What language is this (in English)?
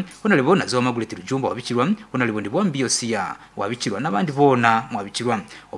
Nyankole